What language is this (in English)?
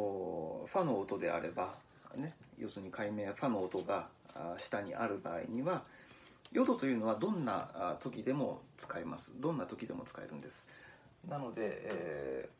Japanese